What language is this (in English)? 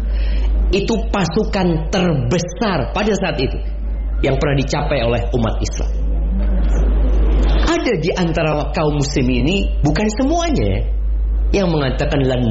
Indonesian